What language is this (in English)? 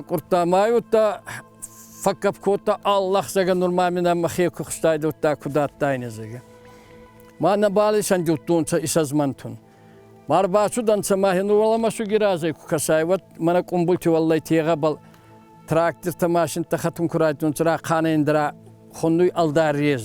Ossetic